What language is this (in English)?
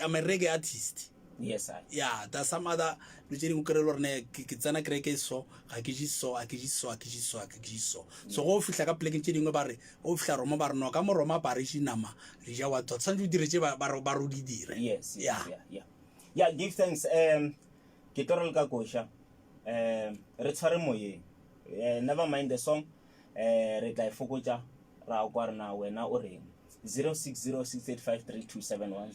Northern Sotho